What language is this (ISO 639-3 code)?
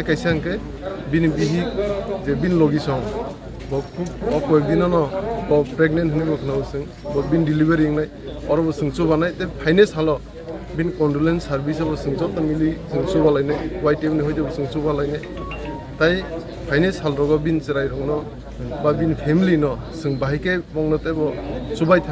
trp